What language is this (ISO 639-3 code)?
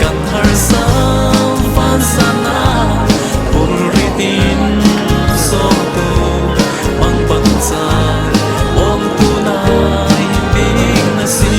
cfm